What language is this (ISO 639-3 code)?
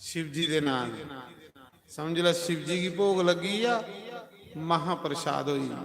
doi